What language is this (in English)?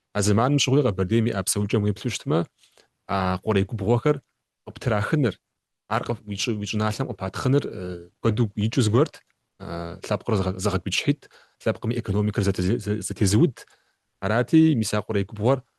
Kabardian